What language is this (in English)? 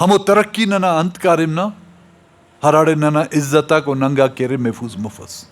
Brahui